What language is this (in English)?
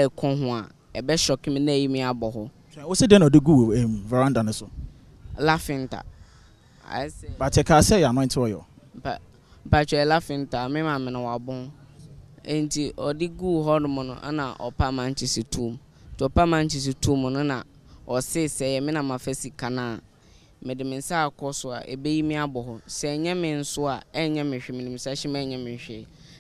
Akan